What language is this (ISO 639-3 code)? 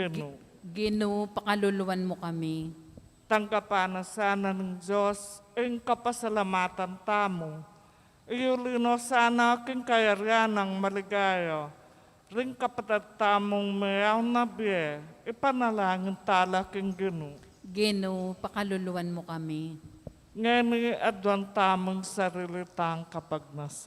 pam